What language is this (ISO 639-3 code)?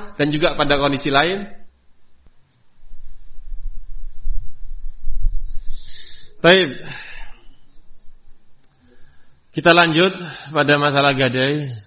ind